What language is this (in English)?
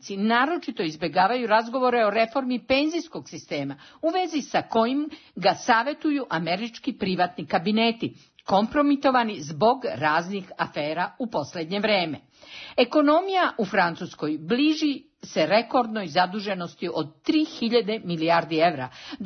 Serbian